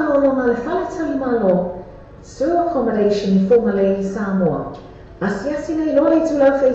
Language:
Samoan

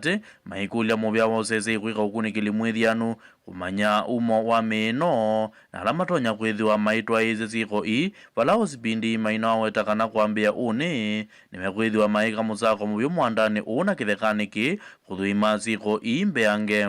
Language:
Kamba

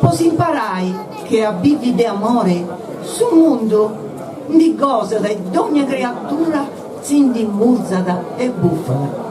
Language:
Sardinian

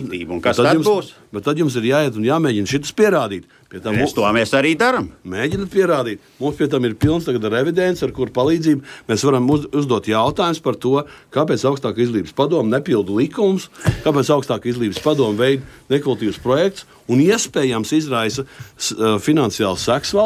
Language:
Latvian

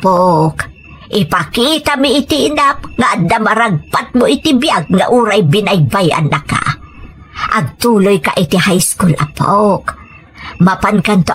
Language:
Iloko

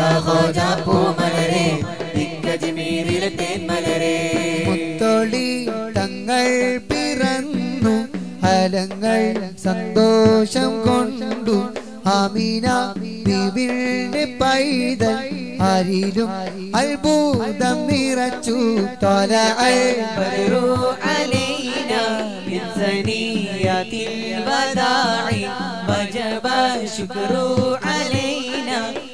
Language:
Malayalam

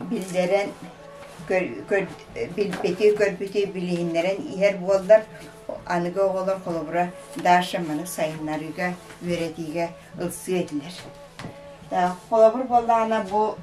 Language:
Yakut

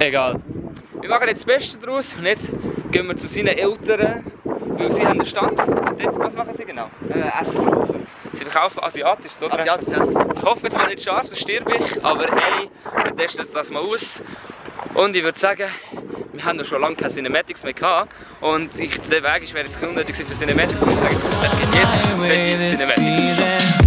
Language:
Swiss German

